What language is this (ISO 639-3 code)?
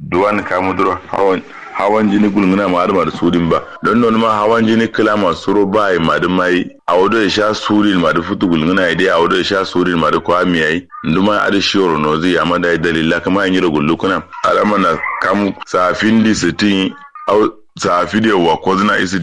kau